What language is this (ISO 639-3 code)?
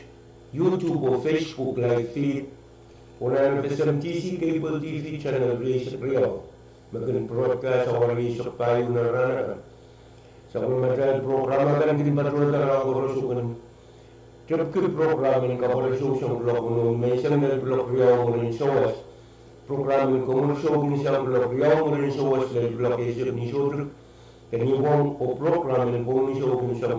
pon